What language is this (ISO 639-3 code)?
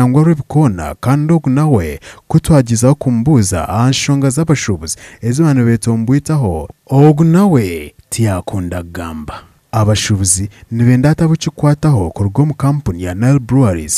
nyn